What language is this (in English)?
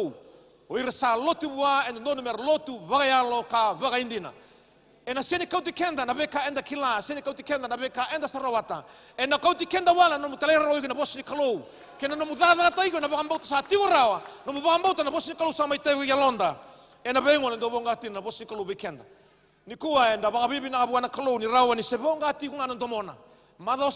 Fijian